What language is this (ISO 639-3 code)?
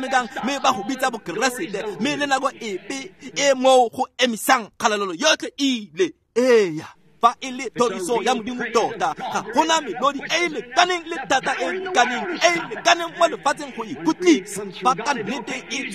tsn